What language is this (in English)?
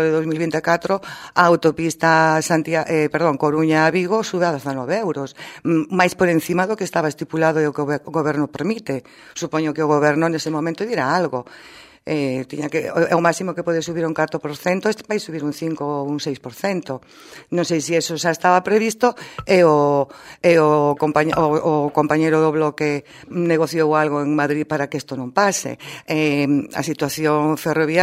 Galician